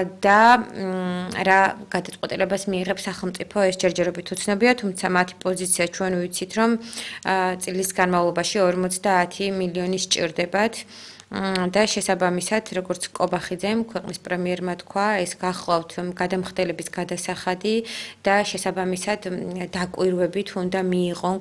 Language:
Georgian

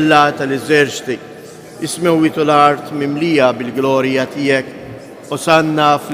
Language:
Maltese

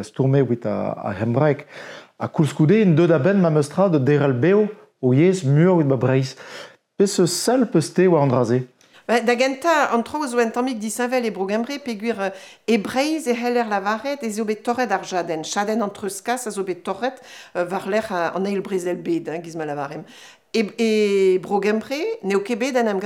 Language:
Breton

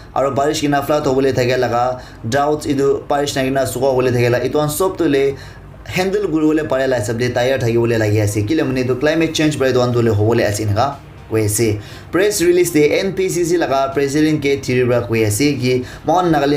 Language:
Naga Pidgin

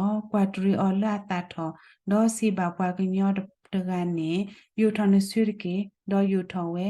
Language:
S'gaw Karen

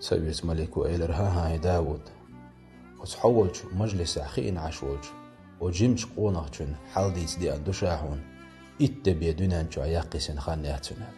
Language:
Chechen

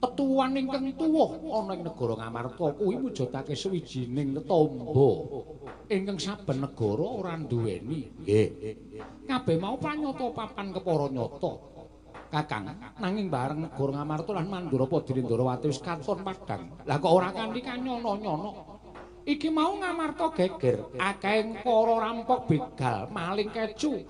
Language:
Javanese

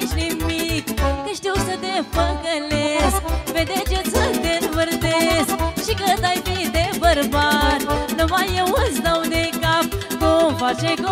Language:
Romanian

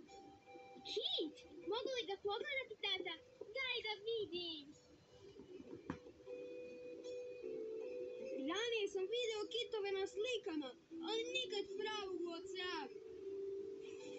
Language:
Croatian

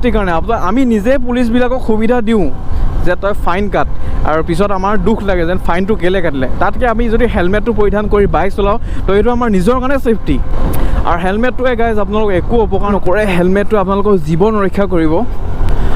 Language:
Assamese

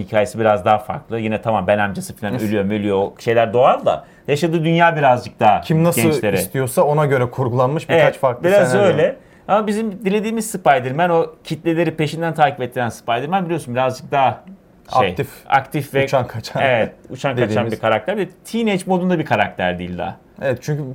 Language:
Turkish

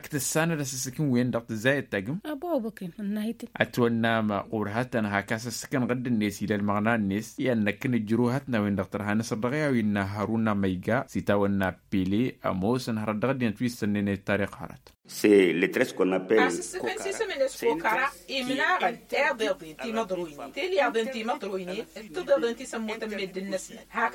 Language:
Tamasheq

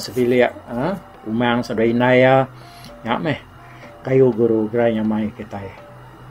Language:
Iban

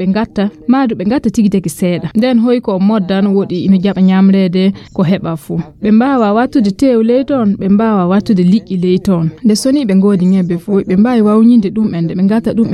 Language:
Nigerian Fulfulde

